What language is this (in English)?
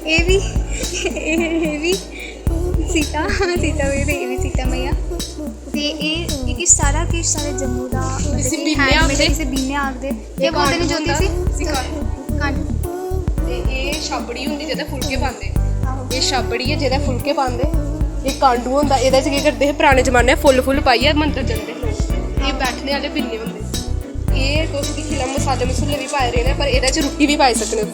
Dogri